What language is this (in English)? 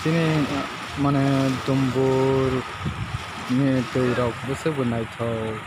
Kok Borok